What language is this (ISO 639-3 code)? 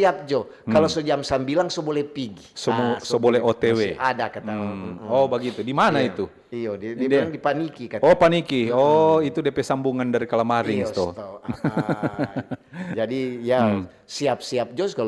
xmm